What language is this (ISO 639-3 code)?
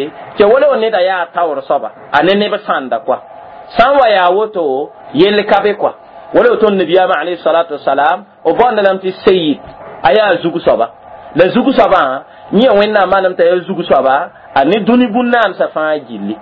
mos